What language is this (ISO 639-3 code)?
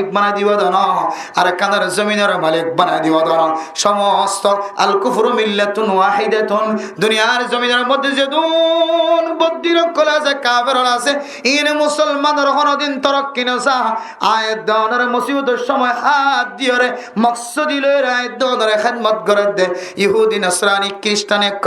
rhg